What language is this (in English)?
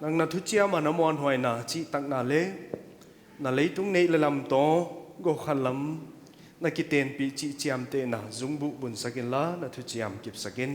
Paite Chin